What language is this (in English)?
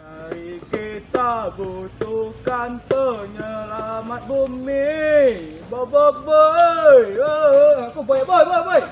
Minangkabau